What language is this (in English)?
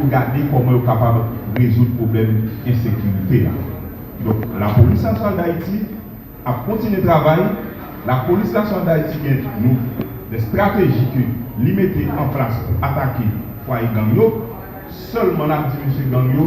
Haitian Creole